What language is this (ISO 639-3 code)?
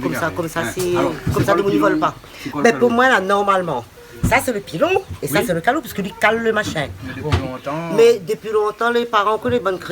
rcf